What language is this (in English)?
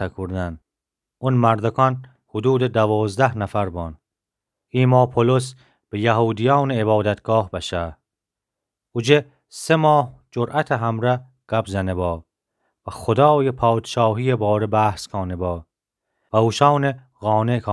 Gilaki